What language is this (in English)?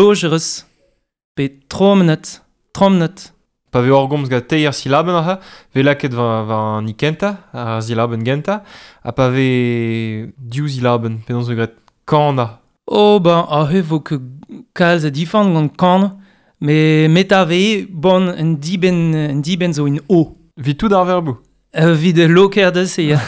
Breton